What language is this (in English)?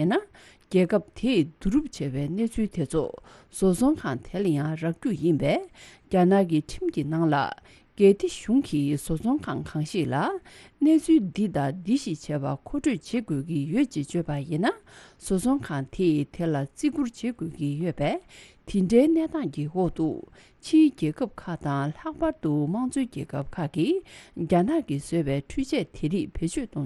Tibetan